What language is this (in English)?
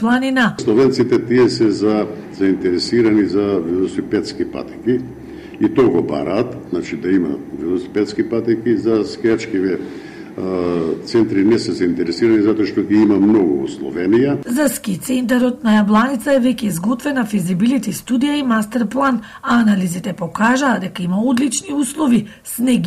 Macedonian